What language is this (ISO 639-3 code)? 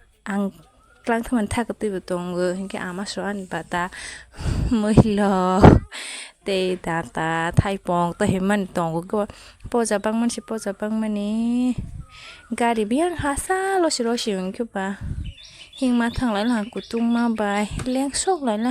trp